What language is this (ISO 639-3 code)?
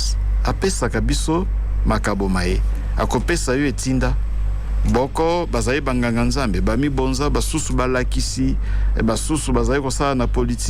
lin